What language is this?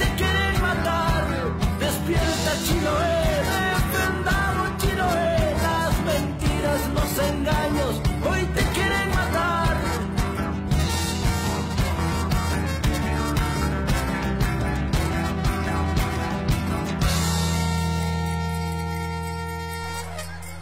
Spanish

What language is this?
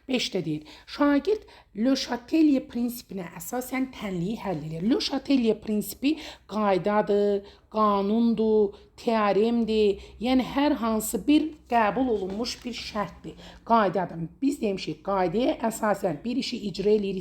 Azerbaijani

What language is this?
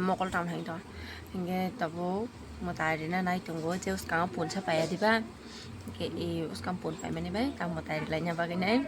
Kok Borok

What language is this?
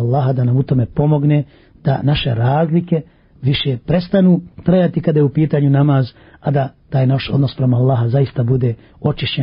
Bosnian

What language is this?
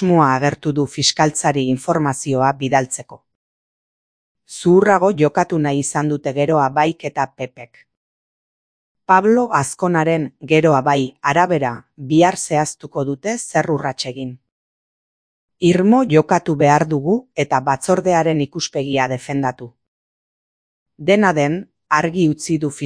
Basque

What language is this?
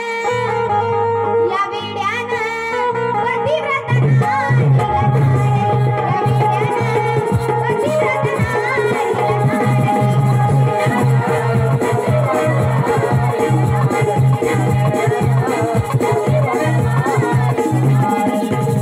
Marathi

